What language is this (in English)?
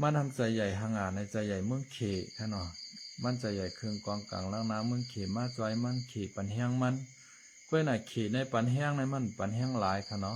Shan